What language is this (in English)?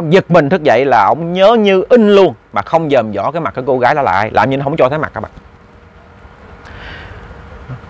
Vietnamese